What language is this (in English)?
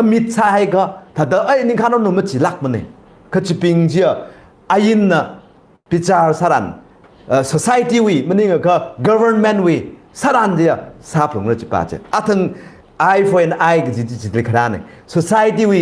Tangkhul Naga (India)